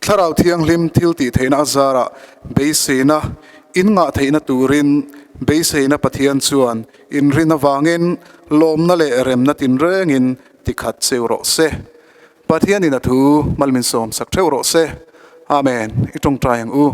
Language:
Mizo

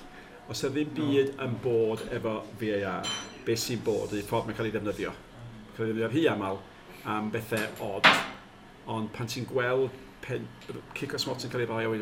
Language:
Welsh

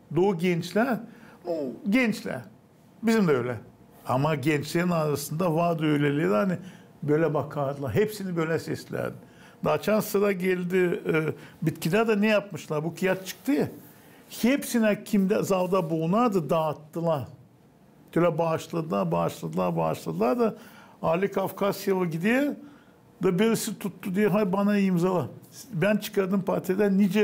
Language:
Gagauz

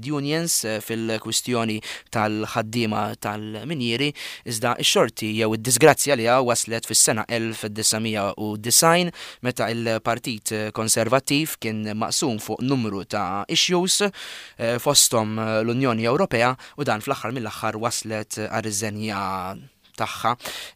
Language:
Maltese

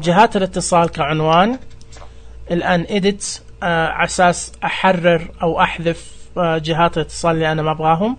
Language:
Najdi Arabic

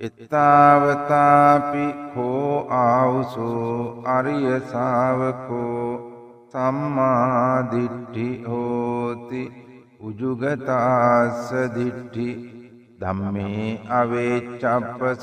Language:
Sinhala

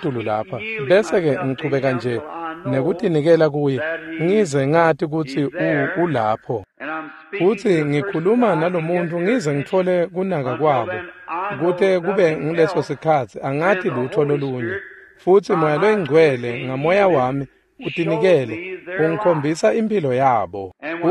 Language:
Swati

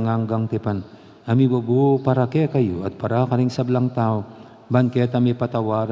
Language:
Pampanga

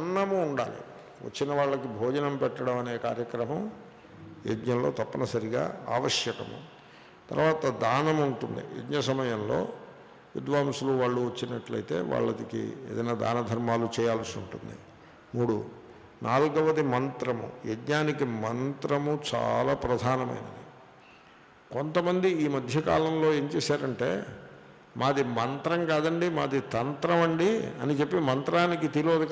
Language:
Telugu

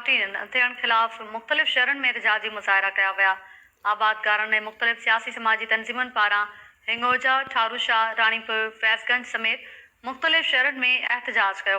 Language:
Sindhi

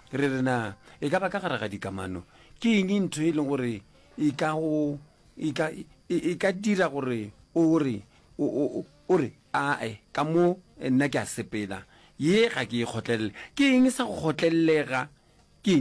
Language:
Northern Sotho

